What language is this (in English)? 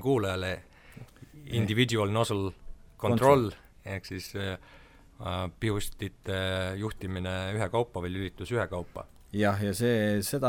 Estonian